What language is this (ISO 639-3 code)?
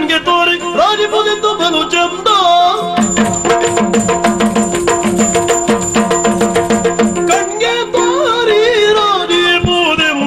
kan